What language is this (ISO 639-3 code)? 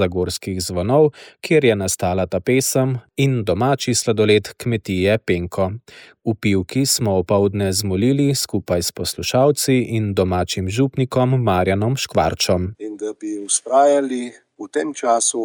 slv